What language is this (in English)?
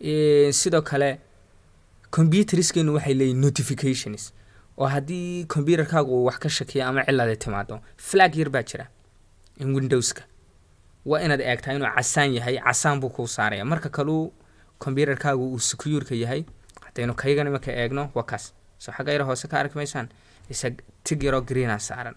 Somali